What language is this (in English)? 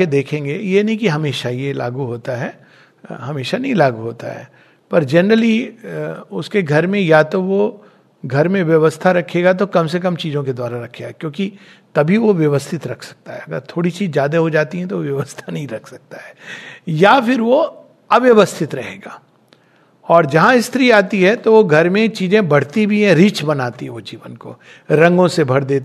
Hindi